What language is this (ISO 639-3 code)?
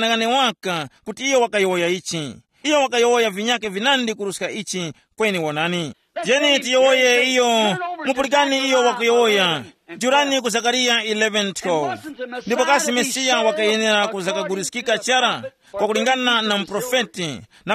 tum